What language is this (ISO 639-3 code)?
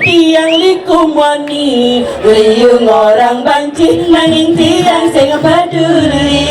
ban